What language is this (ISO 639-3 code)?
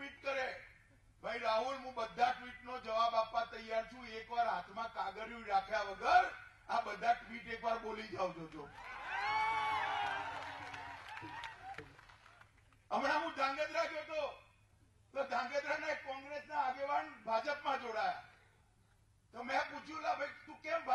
guj